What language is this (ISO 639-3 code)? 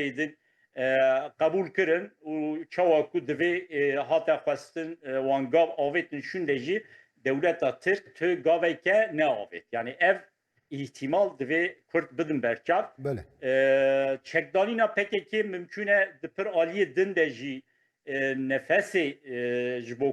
kur